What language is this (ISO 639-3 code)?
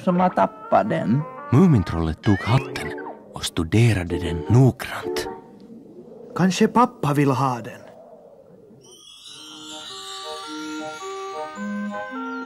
swe